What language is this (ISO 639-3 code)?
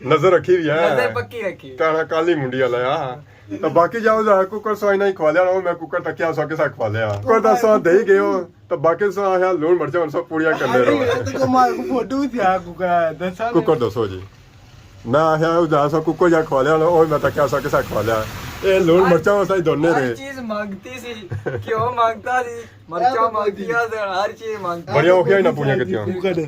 phr